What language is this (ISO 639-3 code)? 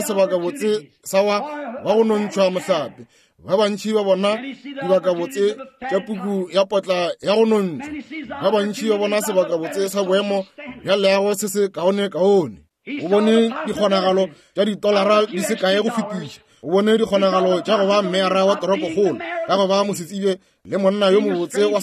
nso